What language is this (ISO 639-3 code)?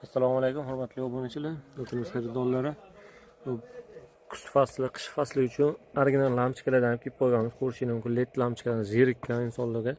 uzb